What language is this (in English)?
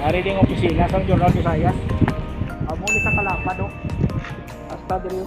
Hiligaynon